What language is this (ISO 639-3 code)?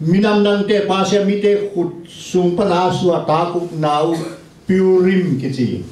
ctd